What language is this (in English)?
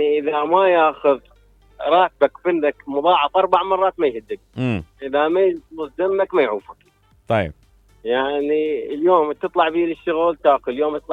Mesopotamian Arabic